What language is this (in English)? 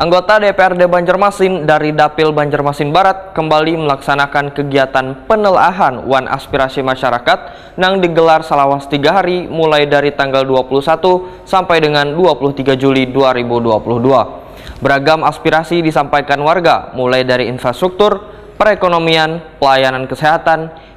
Banjar